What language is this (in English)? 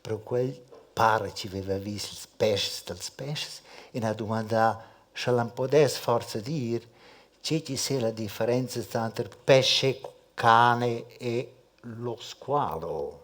Romansh